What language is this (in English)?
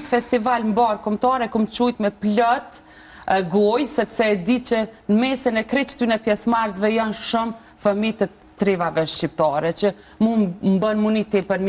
Albanian